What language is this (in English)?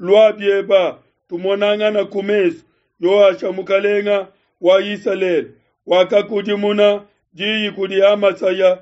Luba-Lulua